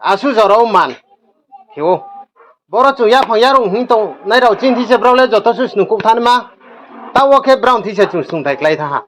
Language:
Riang (India)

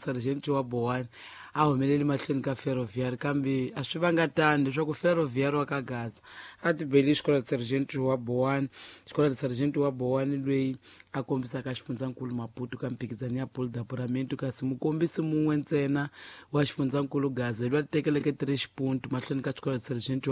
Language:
Tsonga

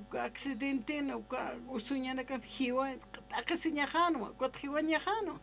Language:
Aymara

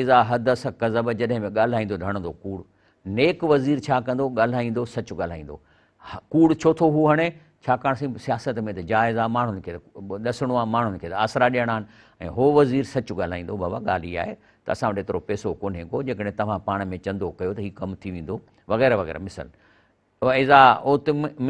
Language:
Sindhi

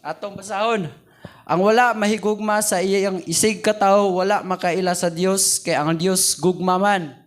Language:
Cebuano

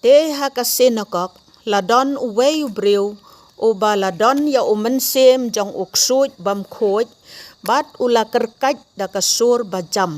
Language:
Khasi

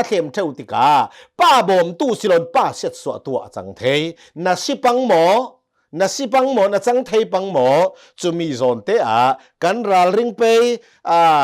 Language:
Hakha Chin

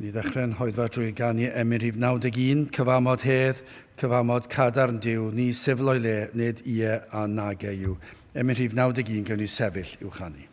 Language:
Welsh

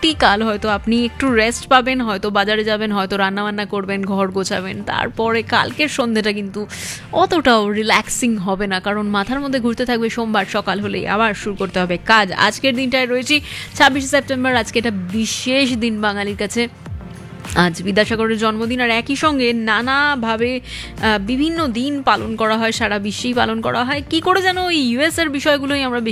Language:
Bangla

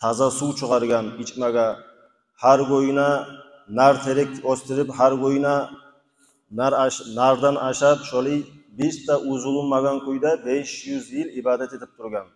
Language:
Kumyk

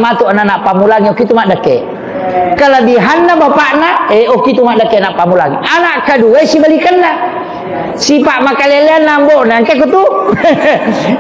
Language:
Buginese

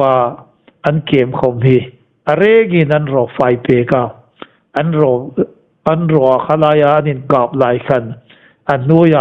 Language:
Hmar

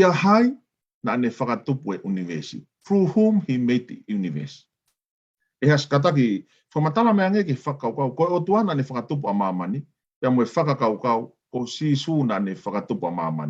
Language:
Tongan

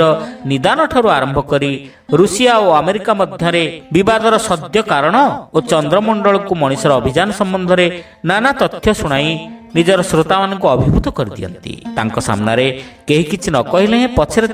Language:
Odia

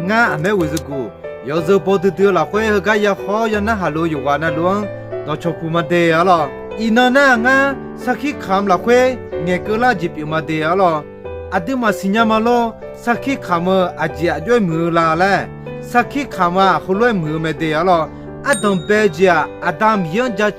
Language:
Akha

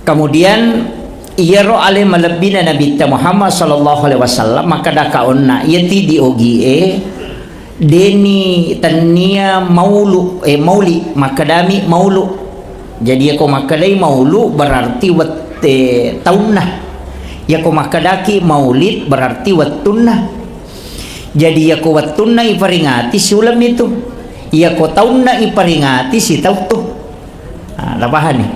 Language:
Buginese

